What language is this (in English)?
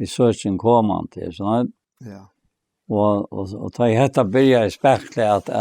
Faroese